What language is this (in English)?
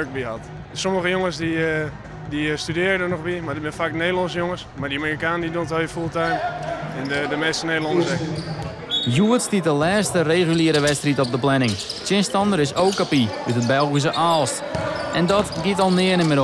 Western Frisian